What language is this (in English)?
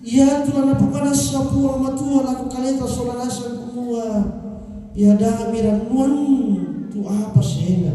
Toraja-Sa'dan